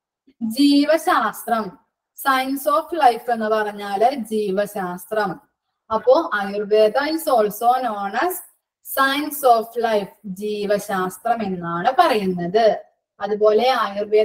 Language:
Malayalam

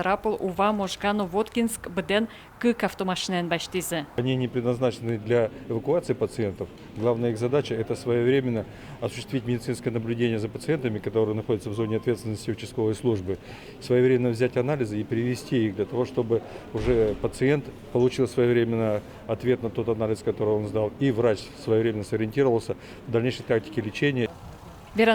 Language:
Udmurt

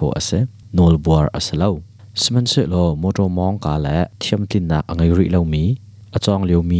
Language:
Hakha Chin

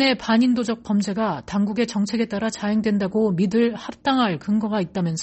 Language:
Korean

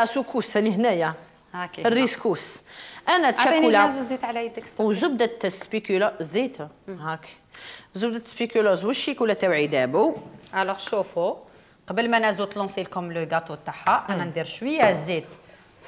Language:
Algerian Arabic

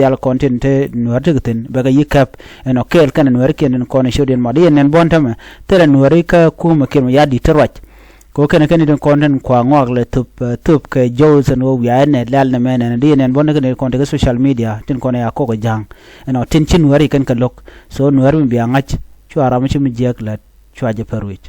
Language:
Nuer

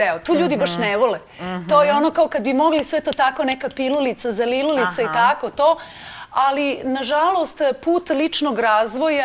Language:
Serbian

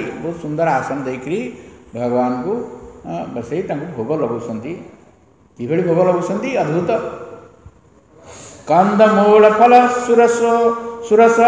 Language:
Odia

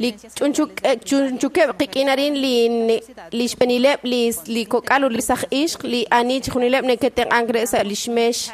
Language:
Kekchí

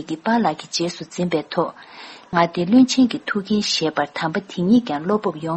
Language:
Tibetan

